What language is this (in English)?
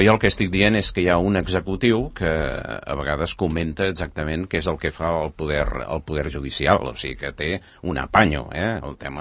Catalan